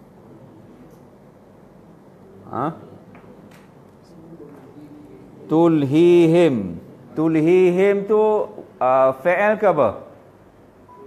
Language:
Malay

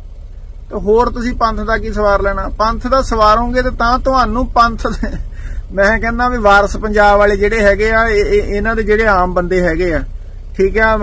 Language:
Punjabi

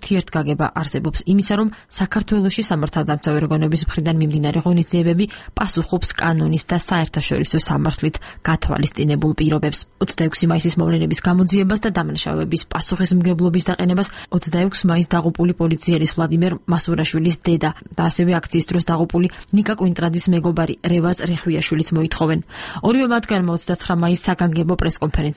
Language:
Georgian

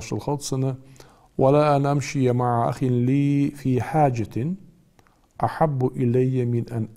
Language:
Ingush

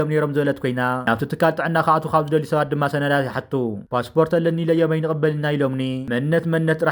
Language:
Tigrinya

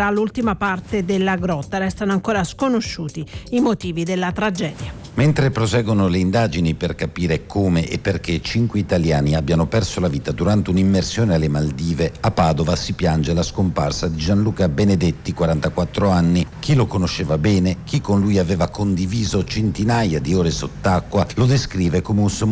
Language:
Italian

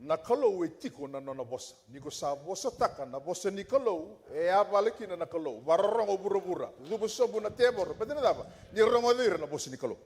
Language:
Fijian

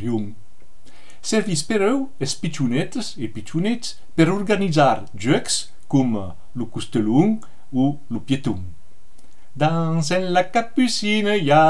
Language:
Occitan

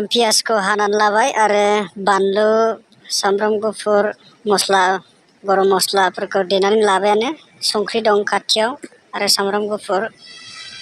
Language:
Bodo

